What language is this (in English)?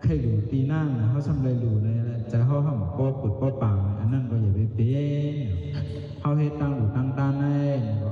Shan